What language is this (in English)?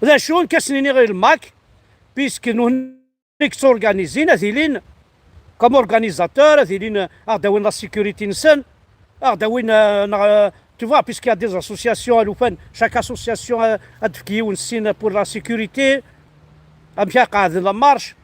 Kabyle